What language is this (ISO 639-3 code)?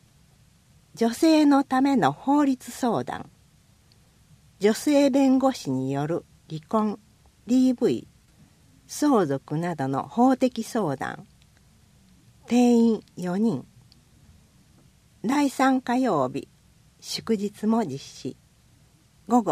jpn